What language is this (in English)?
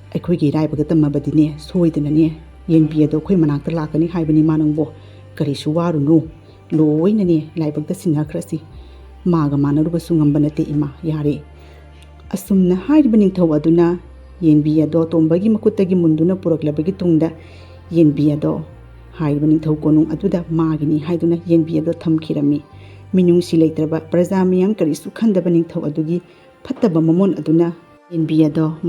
Manipuri